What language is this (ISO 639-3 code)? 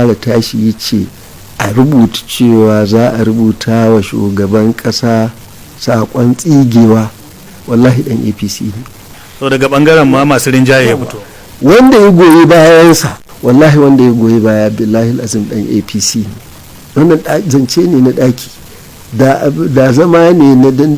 hau